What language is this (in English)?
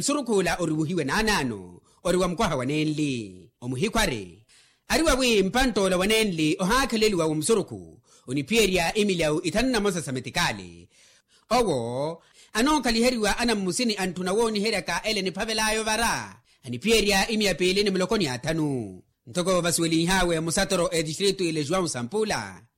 Makhuwa